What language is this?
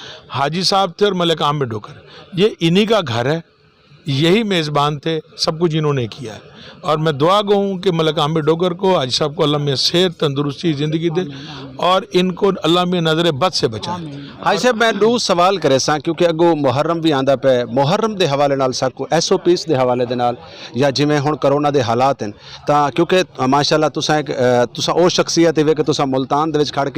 Saraiki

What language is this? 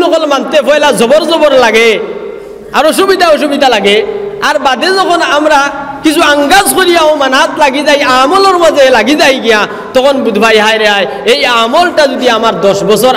Sylheti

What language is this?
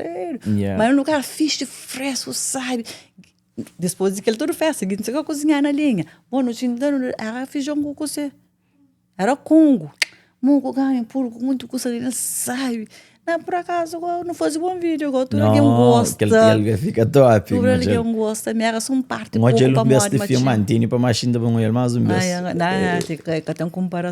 Kabuverdianu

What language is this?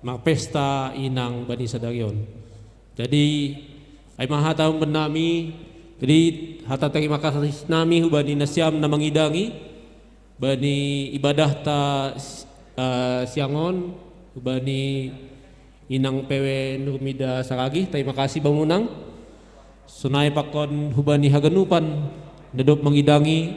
Batak Simalungun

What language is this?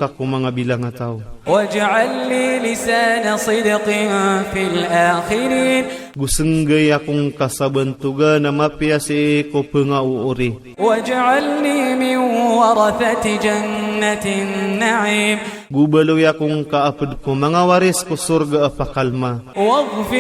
Iranun (Philippines)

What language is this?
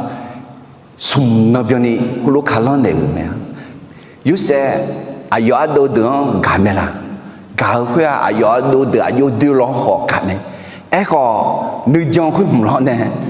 Akha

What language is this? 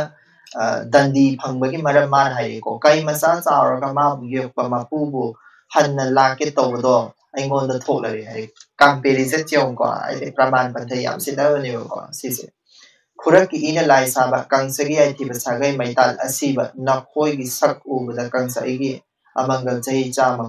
Manipuri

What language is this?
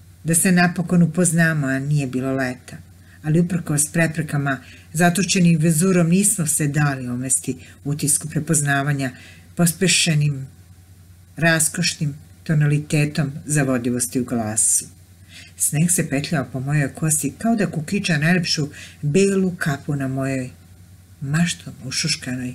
Serbian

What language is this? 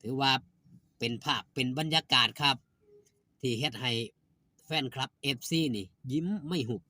Northeastern Thai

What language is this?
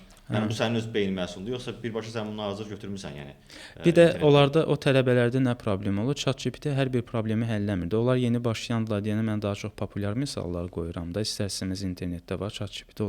Azerbaijani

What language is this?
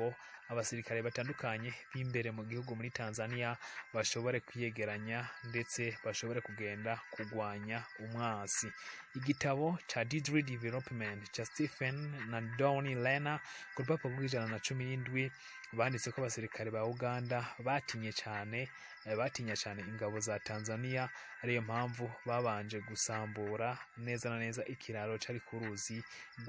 Rundi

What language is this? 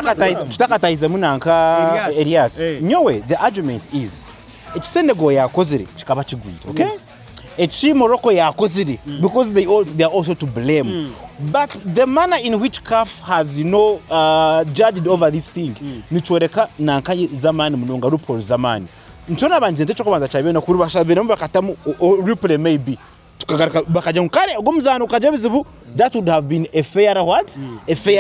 Nyankole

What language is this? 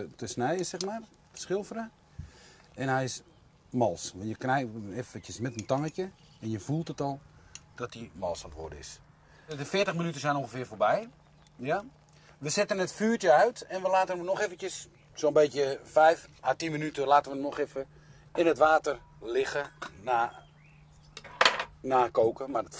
Dutch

